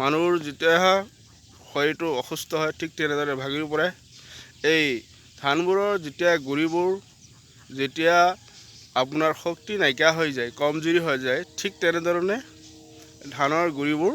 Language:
Assamese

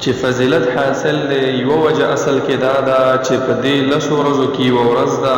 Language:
Pashto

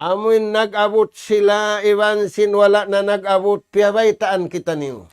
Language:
Tausug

